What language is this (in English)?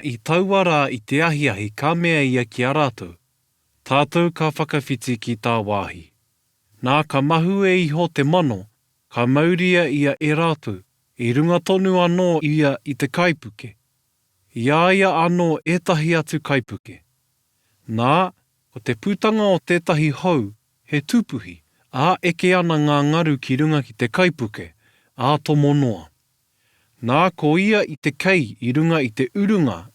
Māori